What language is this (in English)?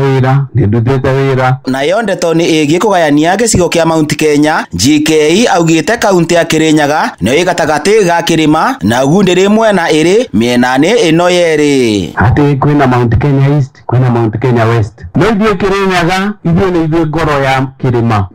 Kikuyu